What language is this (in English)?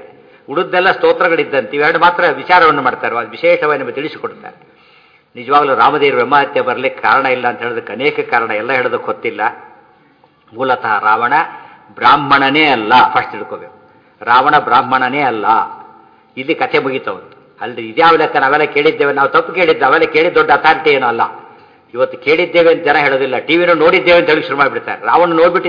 Kannada